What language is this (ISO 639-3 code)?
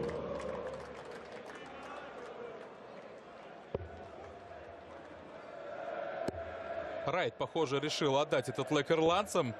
rus